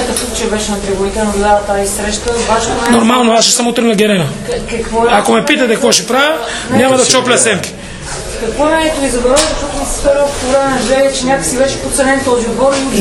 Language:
Bulgarian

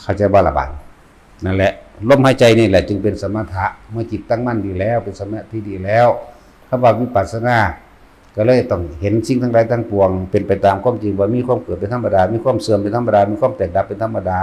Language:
Northeastern Thai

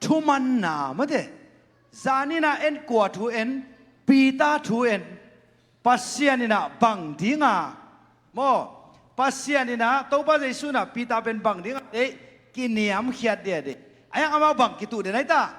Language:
Tedim Chin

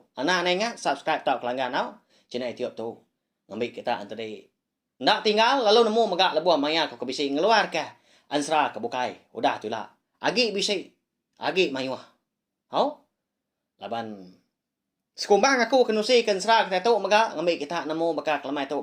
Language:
Iban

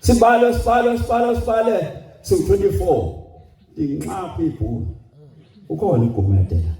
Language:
Zulu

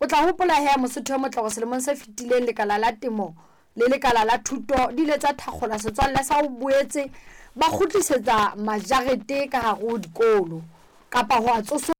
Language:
Southern Sotho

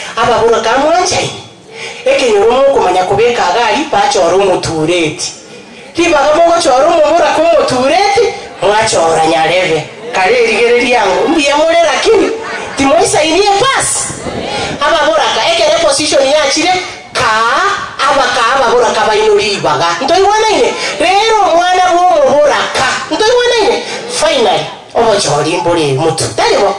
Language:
Gusii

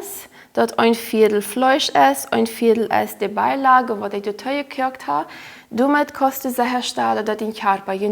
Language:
Plautdietsch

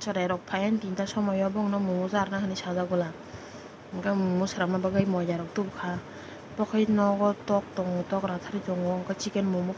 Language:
Kok Borok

